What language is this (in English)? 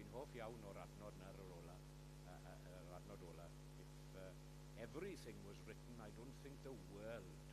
Welsh